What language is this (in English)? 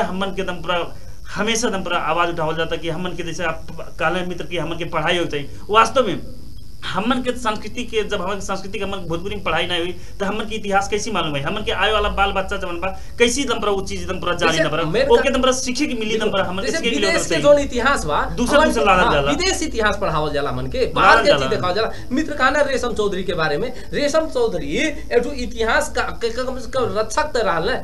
Bhojpuri